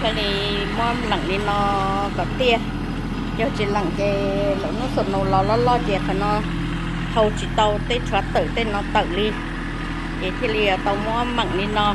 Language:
Hmong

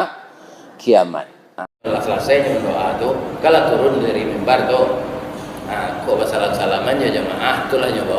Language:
Minangkabau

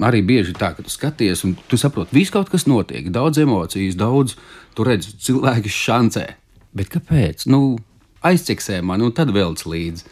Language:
Latvian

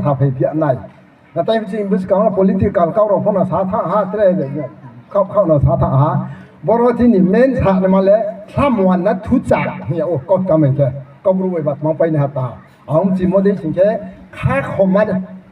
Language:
Riang (India)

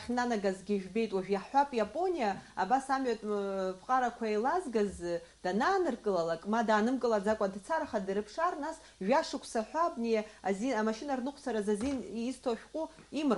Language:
Abkhazian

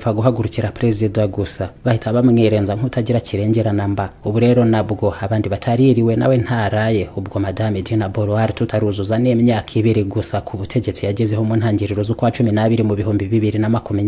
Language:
Kinyarwanda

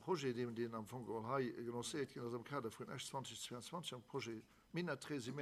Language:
Luxembourgish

